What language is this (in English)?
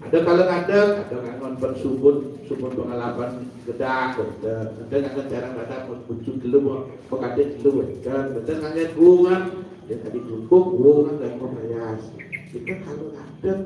Balinese